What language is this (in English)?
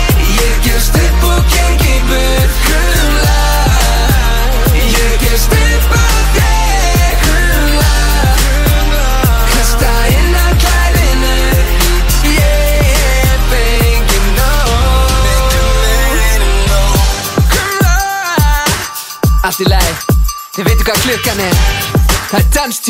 Icelandic